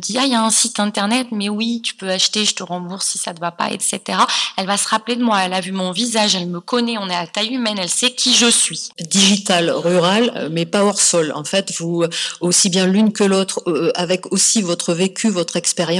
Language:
French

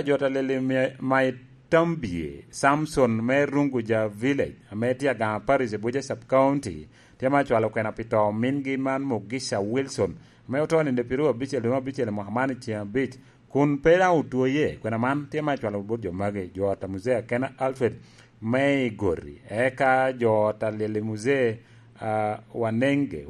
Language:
Lango (Uganda)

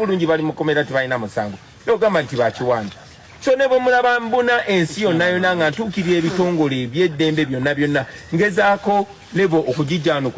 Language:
Ganda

